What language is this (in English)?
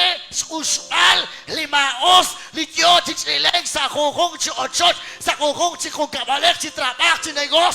Kekchí